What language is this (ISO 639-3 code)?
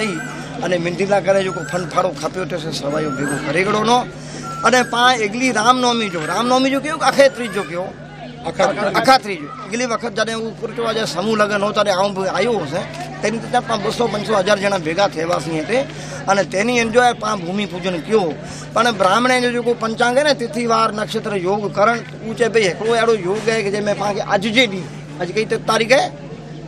guj